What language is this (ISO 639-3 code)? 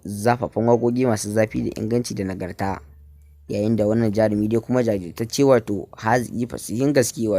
hau